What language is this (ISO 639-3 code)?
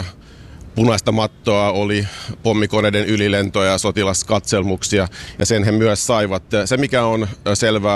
fin